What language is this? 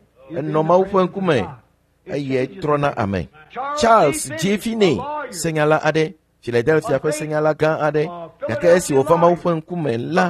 Ewe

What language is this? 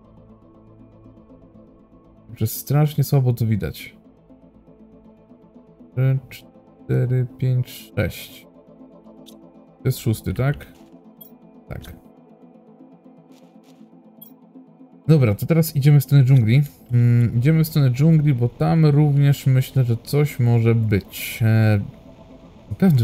Polish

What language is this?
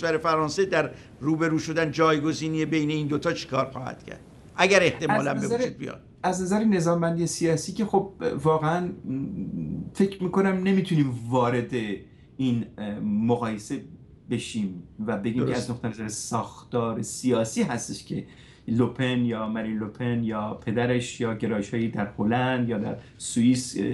Persian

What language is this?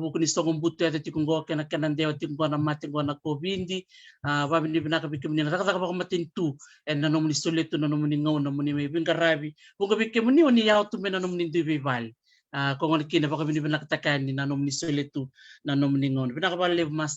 Fijian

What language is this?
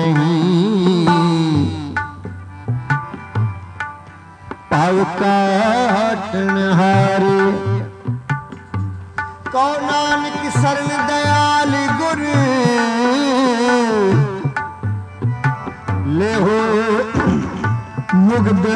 Hindi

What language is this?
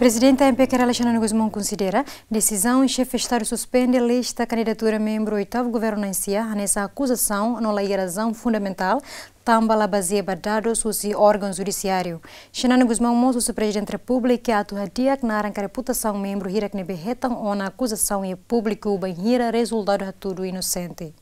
Tetum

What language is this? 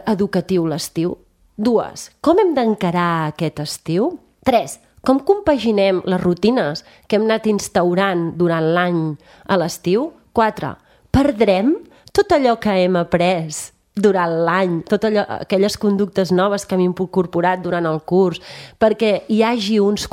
Catalan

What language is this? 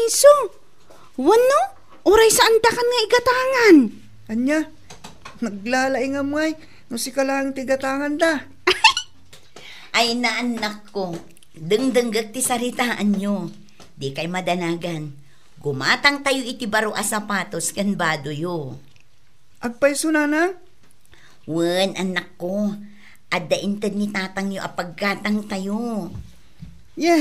Iloko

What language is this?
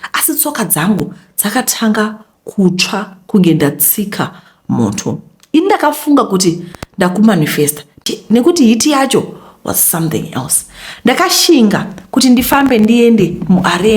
Shona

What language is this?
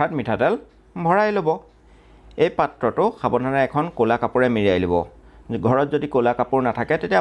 Assamese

